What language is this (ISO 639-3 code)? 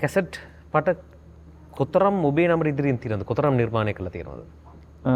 sin